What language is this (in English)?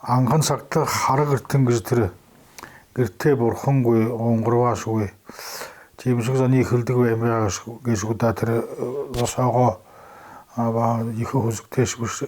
Buriat